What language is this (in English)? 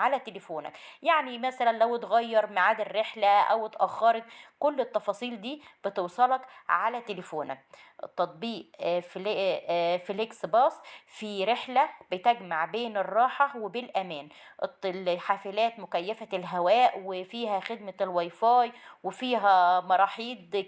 Egyptian Arabic